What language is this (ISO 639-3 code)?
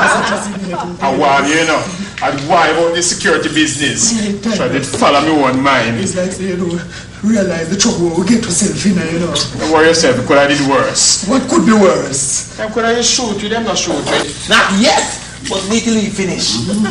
jam